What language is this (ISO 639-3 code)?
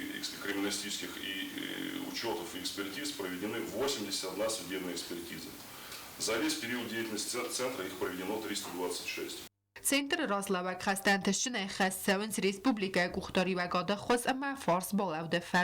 oss